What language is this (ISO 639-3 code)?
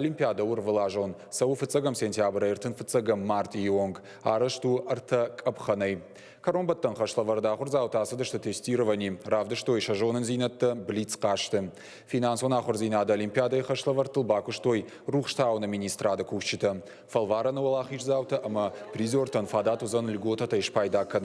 oss